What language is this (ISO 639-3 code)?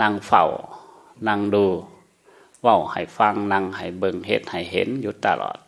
lao